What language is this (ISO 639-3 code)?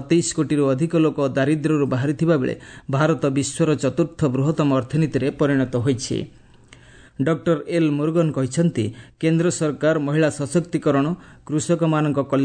ori